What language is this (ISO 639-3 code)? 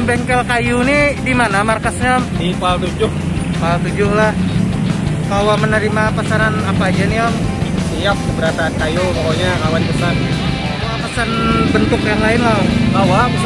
bjn